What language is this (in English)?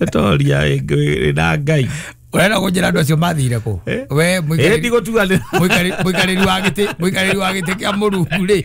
Kikuyu